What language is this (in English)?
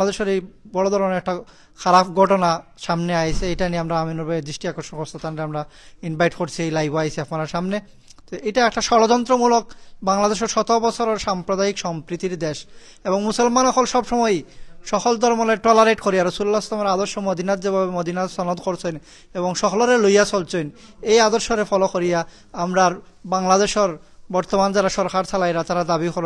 Sylheti